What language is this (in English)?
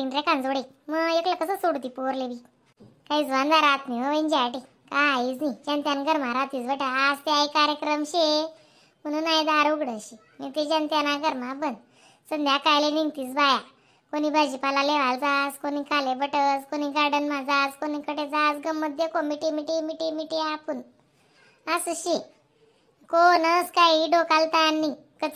Khandesi